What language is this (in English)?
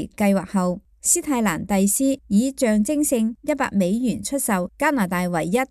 Cantonese